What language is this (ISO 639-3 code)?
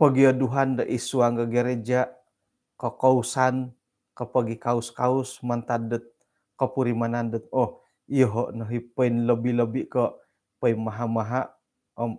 dtp